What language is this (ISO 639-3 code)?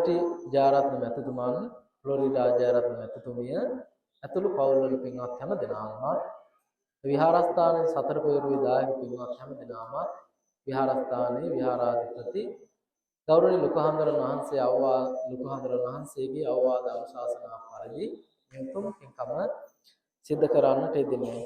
sin